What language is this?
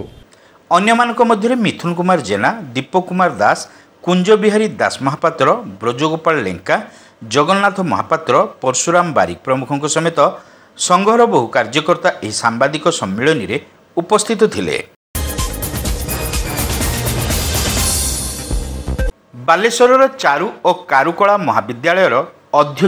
Odia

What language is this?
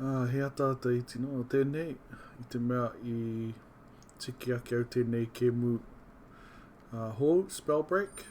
Māori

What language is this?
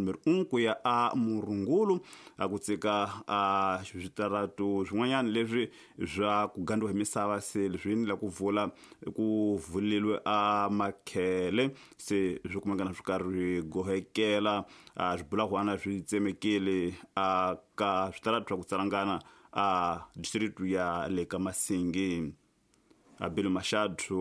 Tsonga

